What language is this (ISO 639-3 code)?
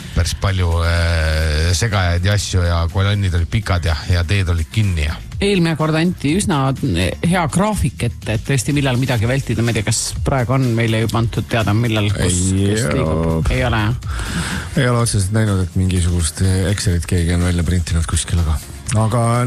est